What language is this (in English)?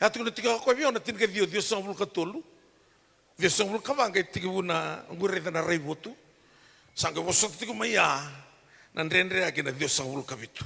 Fijian